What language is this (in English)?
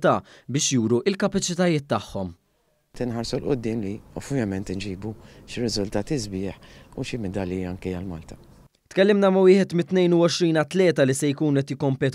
Maltese